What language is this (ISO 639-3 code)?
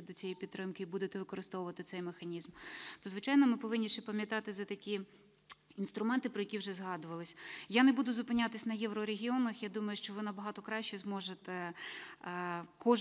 ukr